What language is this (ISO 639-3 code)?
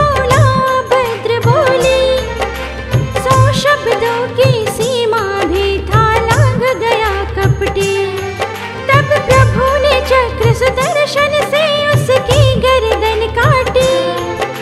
hin